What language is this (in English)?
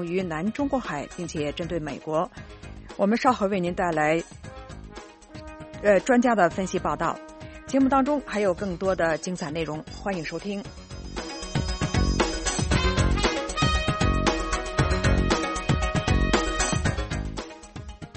Chinese